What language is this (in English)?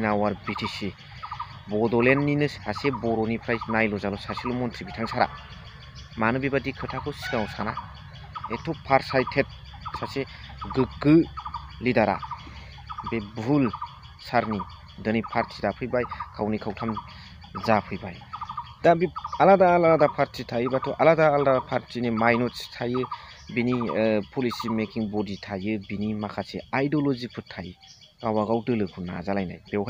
Bodo